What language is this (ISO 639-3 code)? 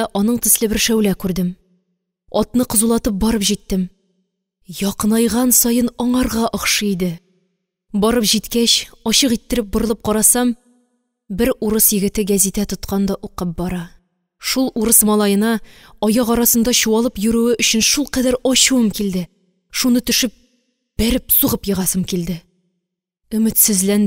tat